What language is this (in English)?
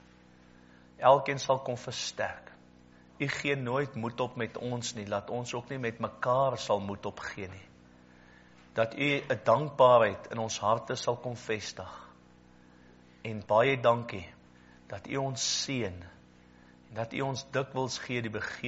Afrikaans